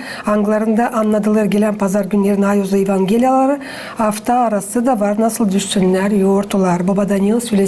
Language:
Gagauz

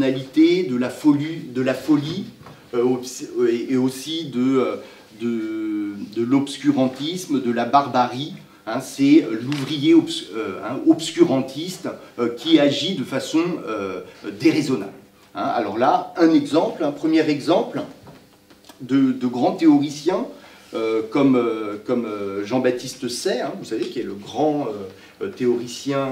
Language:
French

